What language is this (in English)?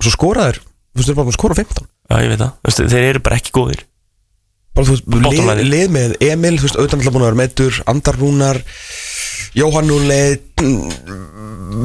Icelandic